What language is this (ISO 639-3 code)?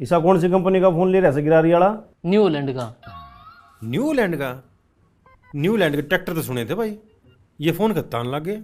bgc